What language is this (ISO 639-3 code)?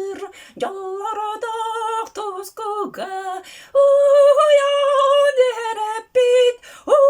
sah